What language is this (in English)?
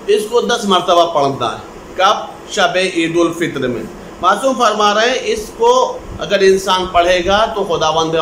Urdu